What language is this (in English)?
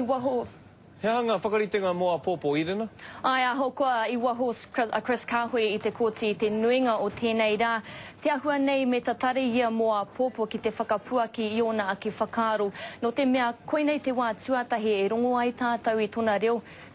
Māori